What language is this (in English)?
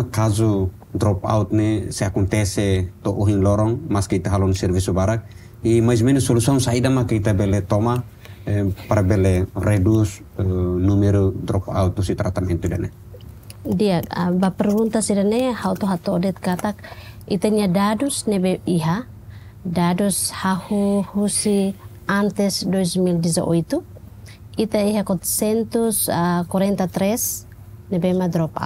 Tetum